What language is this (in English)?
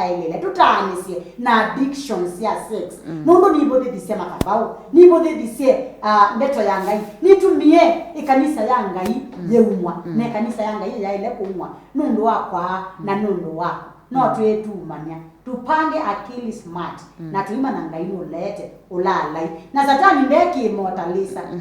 Kamba